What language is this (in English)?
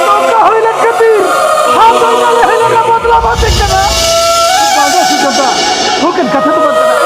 Santali